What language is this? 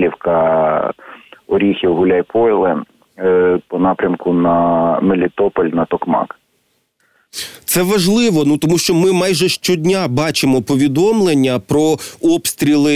Ukrainian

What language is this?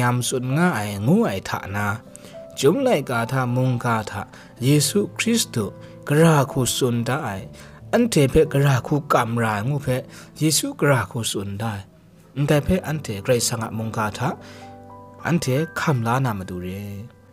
Kachin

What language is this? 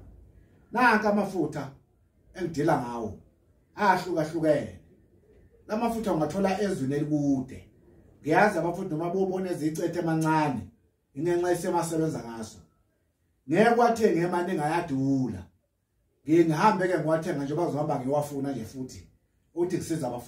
Zulu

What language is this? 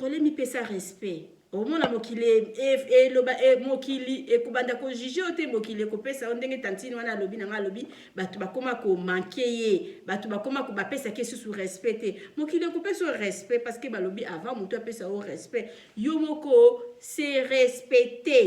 Lingala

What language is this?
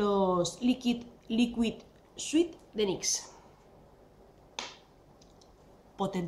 Spanish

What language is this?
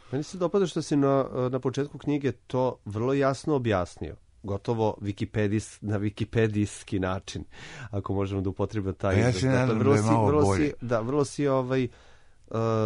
Serbian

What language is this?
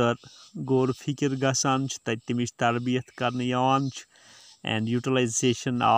Kashmiri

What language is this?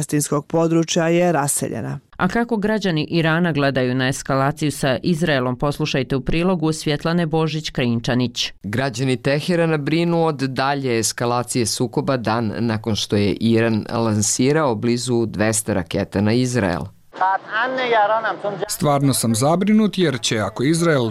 Bosnian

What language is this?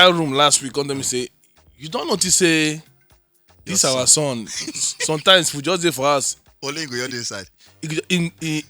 Nigerian Pidgin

